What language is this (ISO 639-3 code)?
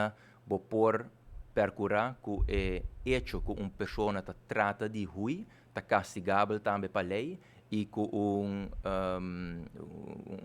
pap